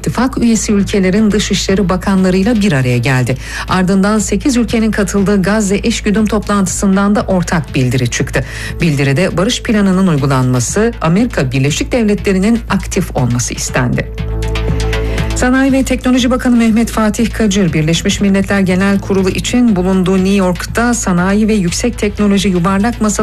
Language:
Turkish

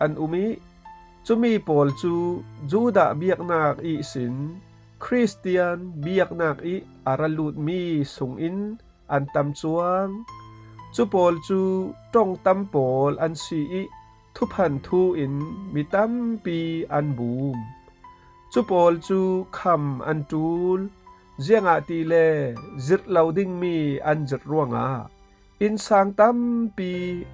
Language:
Falam Chin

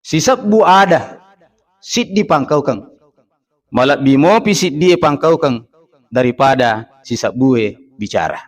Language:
Buginese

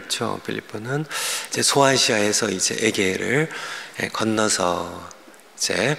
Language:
Korean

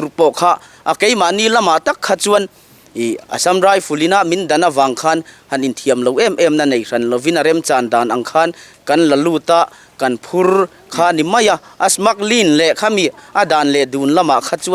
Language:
Mizo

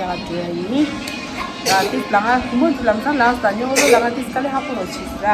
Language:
Tibetan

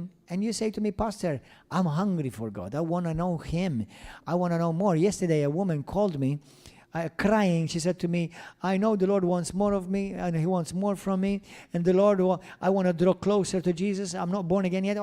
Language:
English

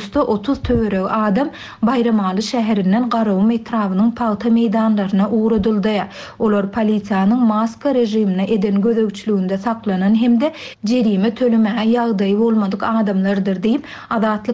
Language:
Turkmen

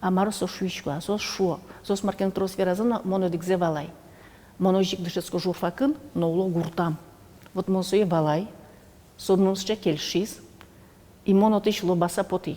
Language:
Udmurt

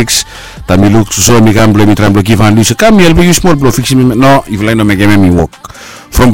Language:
Bislama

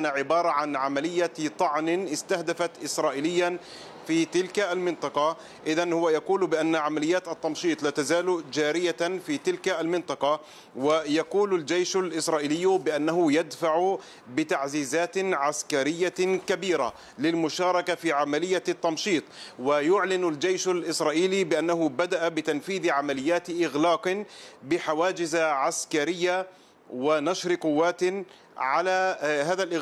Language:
Arabic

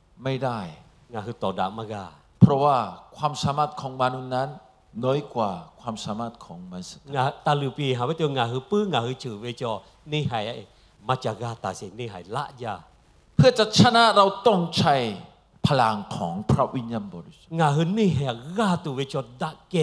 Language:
Lahu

